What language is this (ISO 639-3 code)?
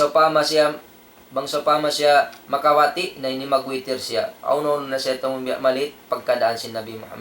tsg